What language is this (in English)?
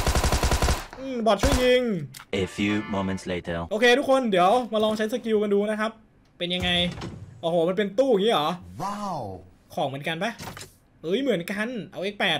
Thai